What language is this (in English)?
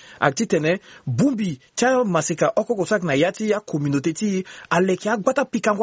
Sango